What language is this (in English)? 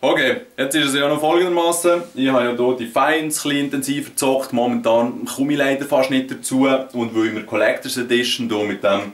Swiss German